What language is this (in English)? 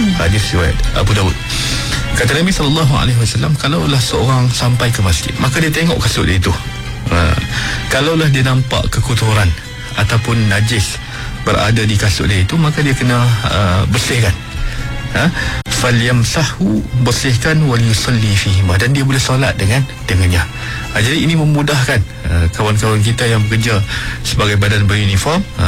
Malay